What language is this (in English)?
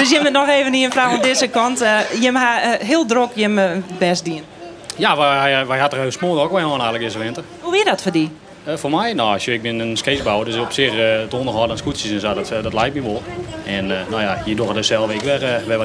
Western Frisian